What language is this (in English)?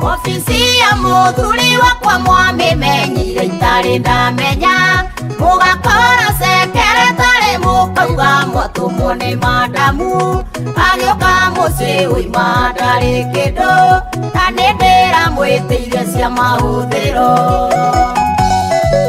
Kikuyu